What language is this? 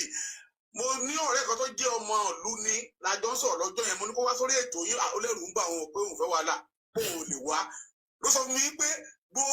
Yoruba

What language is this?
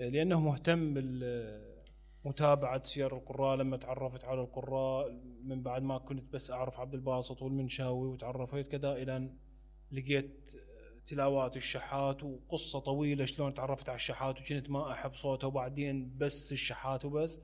Mesopotamian Arabic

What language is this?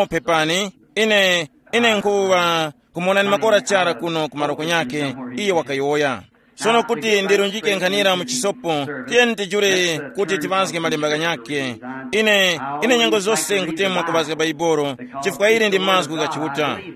Tumbuka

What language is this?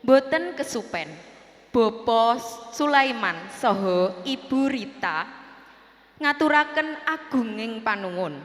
Javanese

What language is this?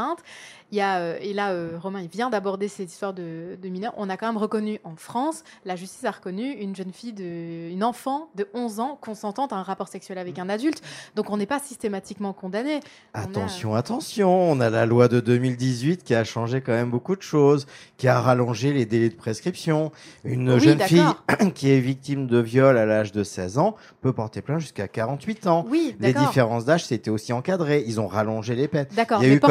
French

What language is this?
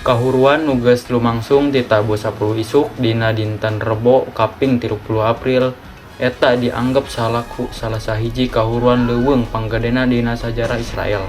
Sundanese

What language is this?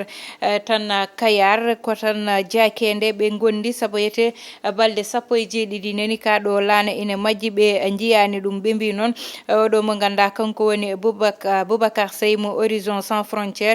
Fula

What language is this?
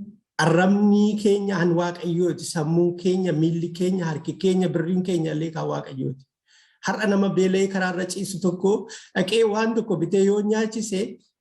Oromo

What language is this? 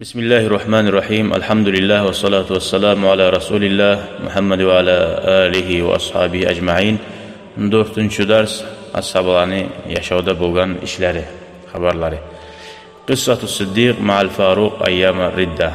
Kumyk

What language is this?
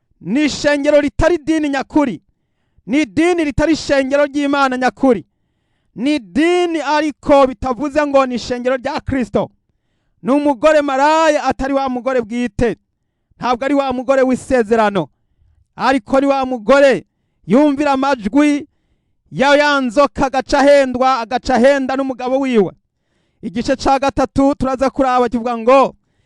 Rundi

